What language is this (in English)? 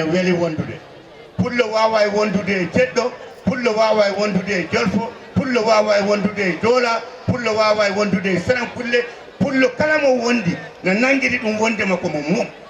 Fula